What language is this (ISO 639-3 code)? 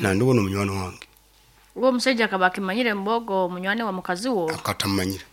nyn